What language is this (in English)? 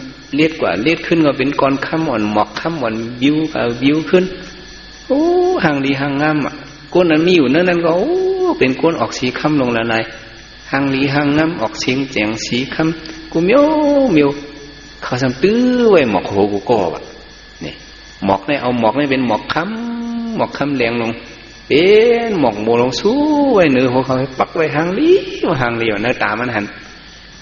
Shan